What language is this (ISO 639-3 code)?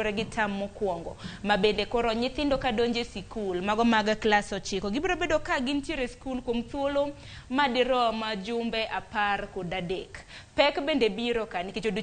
luo